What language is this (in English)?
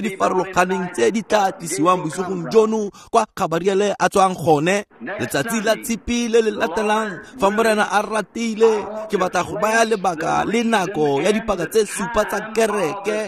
Tswana